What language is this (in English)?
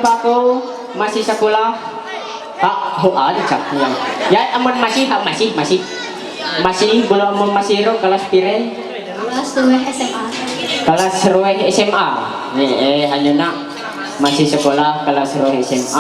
Ma'anyan